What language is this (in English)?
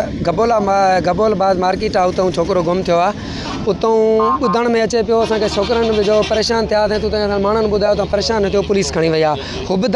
Sindhi